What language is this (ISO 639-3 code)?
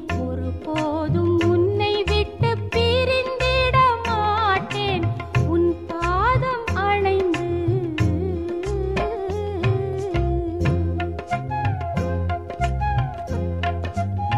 tam